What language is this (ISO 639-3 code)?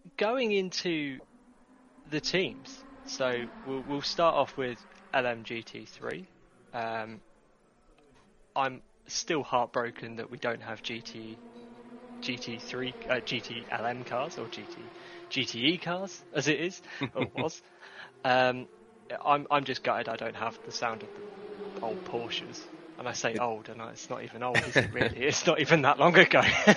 eng